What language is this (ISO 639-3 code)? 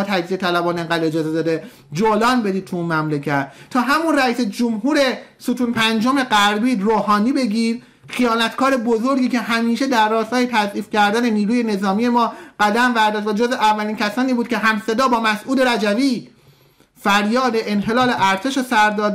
fas